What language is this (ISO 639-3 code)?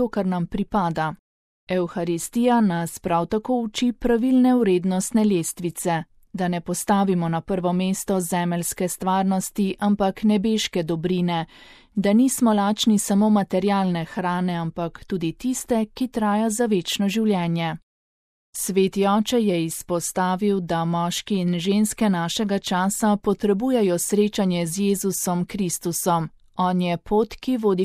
slv